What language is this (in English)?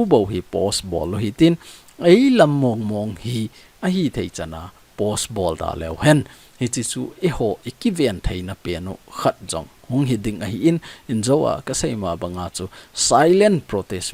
Thado Chin